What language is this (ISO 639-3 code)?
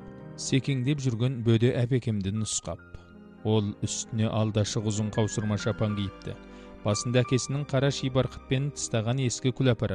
kaz